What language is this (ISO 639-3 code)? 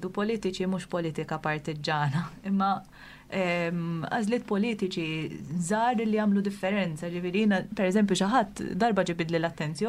mlt